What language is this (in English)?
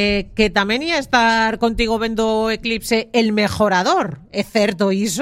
Galician